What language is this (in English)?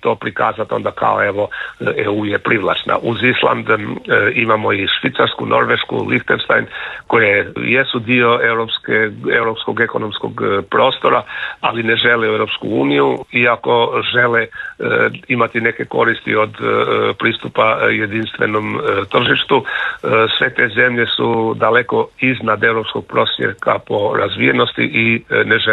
Croatian